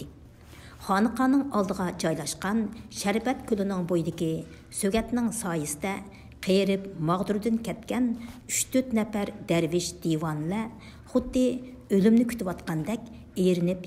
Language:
Uyghur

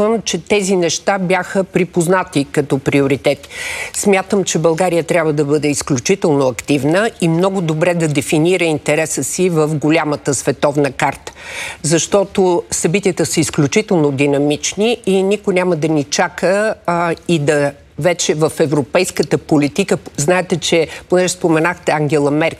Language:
Bulgarian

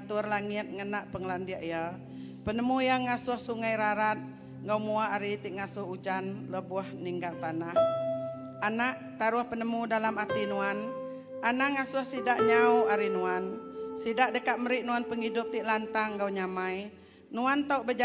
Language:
Iban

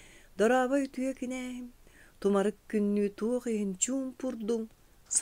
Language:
Yakut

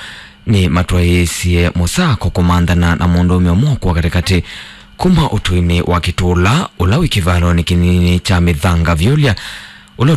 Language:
Kamba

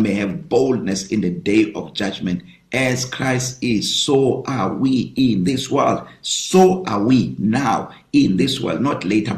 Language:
English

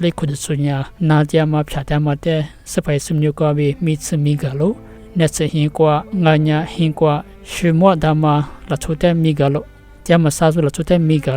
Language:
Lisu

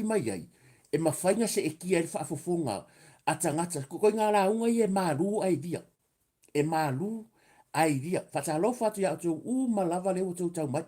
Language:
Samoan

